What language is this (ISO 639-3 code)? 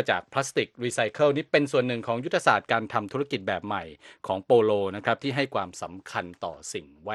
tha